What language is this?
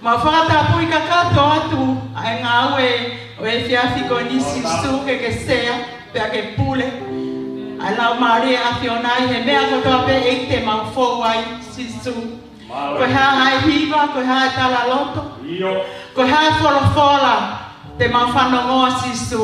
Tongan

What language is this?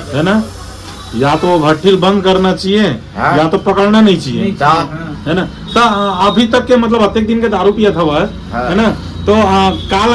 Chhattisgarhi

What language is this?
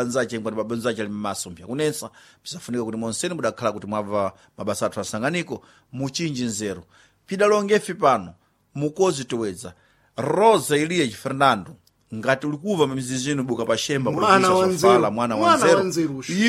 Sena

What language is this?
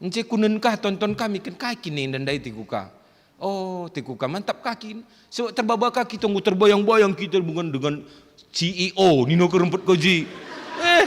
Batak Karo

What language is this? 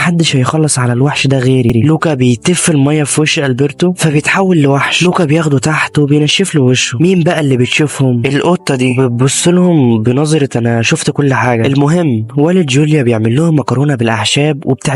Egyptian Arabic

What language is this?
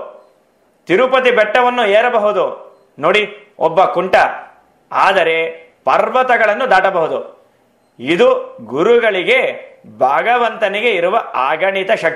Kannada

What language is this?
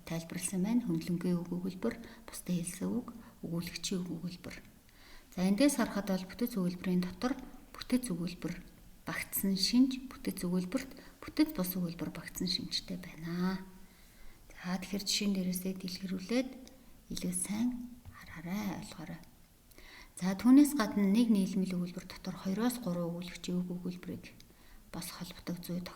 Mongolian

